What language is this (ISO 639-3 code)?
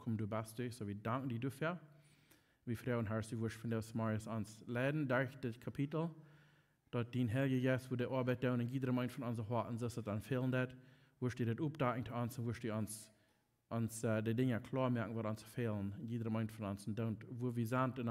pdt